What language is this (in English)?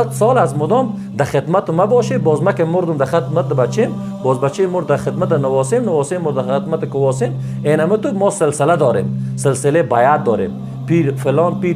Persian